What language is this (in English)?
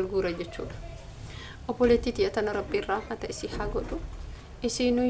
Oromo